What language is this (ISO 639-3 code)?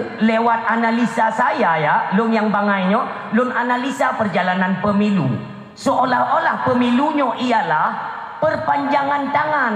ace